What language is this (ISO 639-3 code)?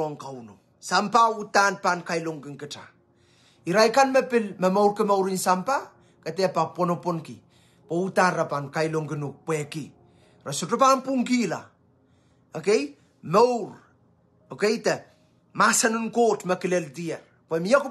pon